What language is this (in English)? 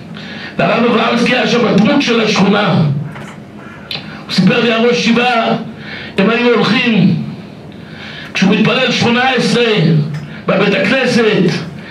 Hebrew